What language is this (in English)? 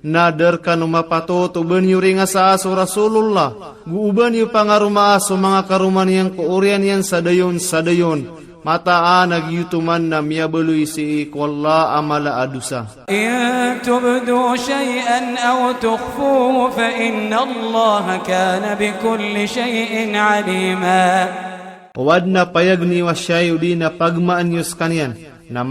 Maranao